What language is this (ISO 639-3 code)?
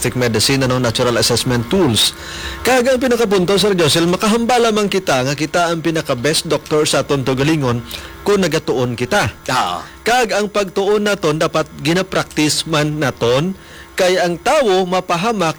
hil